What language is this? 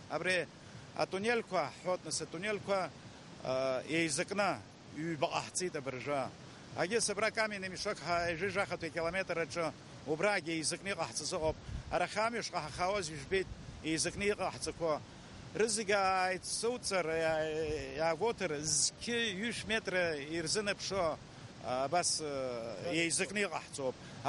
Abkhazian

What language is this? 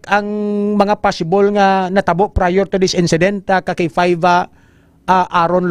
Hiligaynon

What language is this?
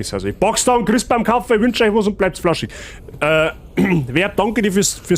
Bavarian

